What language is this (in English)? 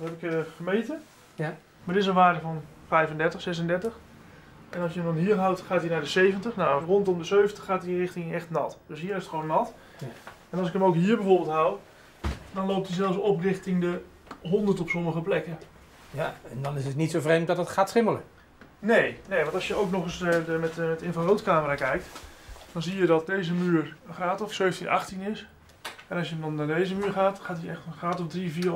Dutch